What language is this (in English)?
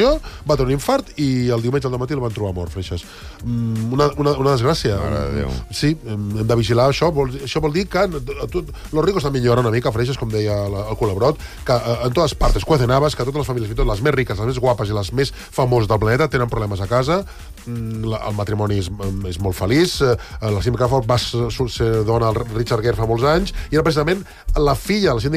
Catalan